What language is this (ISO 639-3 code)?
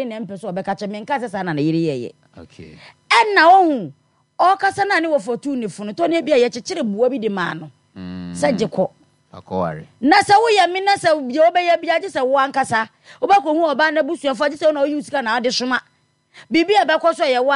aka